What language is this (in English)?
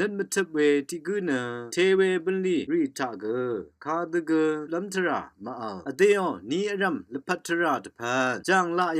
Rawang